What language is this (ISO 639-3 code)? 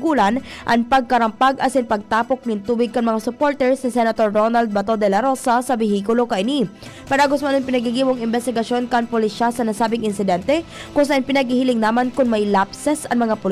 bik